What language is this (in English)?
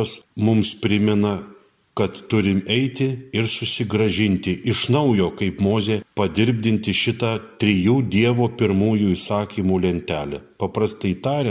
Lithuanian